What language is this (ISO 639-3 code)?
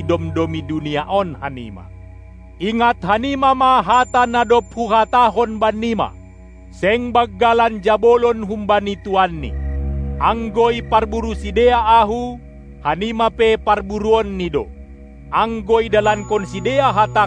bts